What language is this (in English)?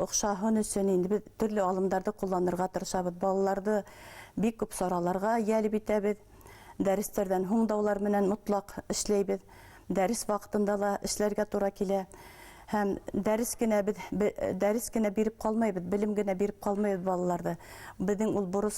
Bashkir